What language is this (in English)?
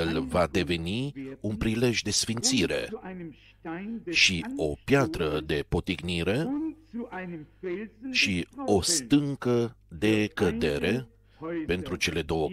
Romanian